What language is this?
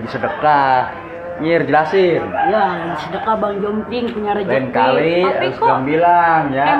Betawi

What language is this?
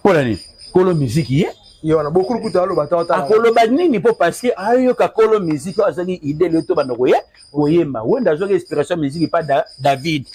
Lingala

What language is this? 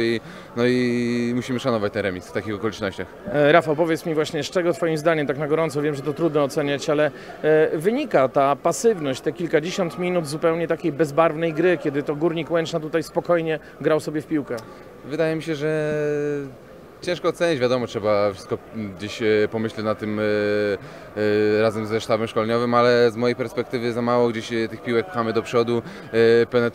Polish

